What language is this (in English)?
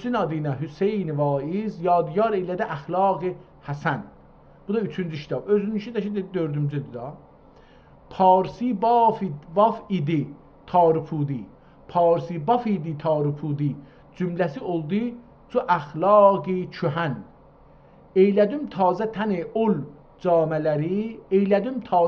South Azerbaijani